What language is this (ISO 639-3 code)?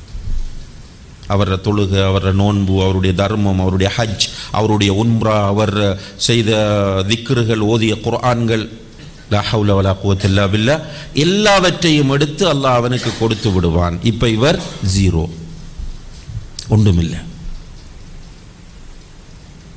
tam